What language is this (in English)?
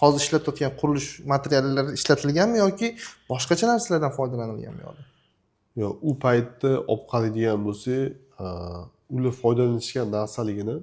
Uzbek